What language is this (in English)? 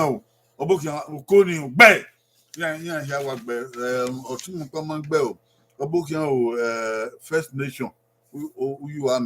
Bini